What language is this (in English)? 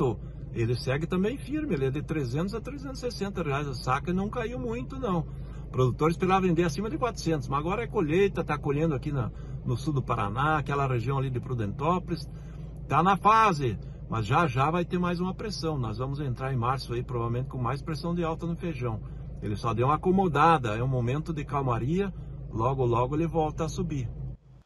Portuguese